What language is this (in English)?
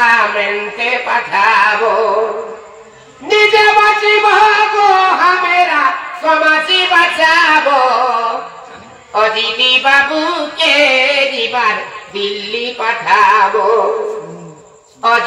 Bangla